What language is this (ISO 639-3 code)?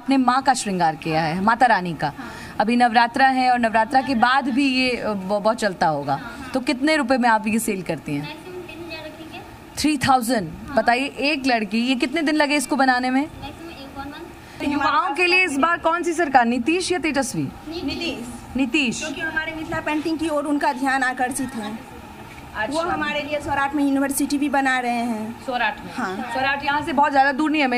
hin